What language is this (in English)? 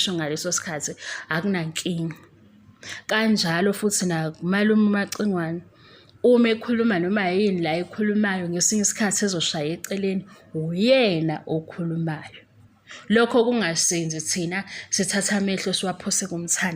Zulu